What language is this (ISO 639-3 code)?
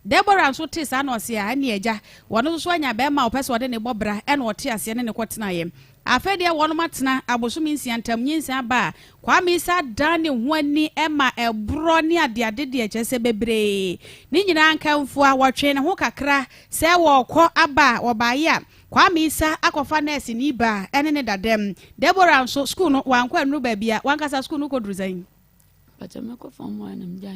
aka